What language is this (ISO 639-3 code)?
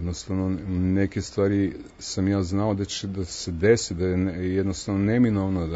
srp